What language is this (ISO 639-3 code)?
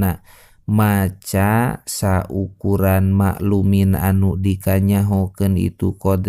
sun